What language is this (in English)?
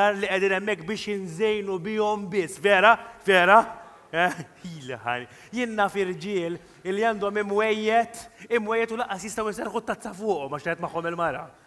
Maltese